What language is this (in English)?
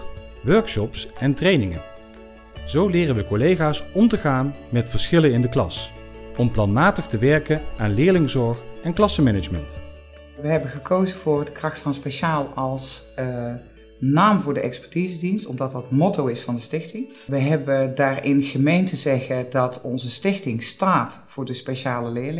Dutch